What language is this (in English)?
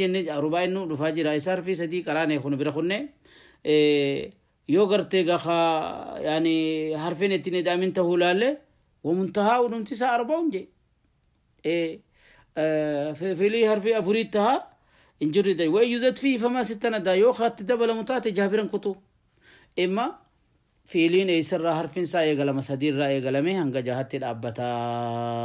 Oromo